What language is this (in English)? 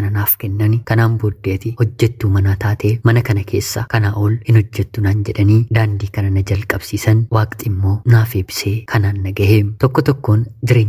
Oromo